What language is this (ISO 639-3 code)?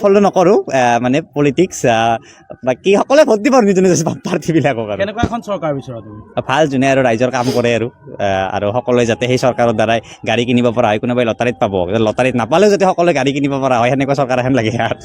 asm